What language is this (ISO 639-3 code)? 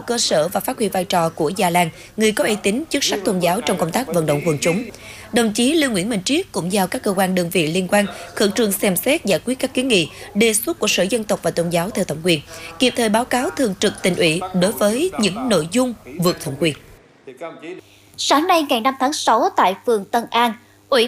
vie